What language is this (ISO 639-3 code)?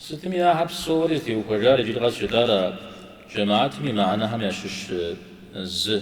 kbd